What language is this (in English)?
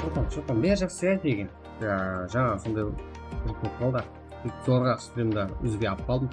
Kara-Kalpak